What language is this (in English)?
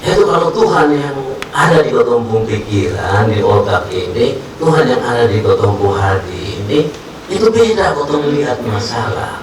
Kupang Malay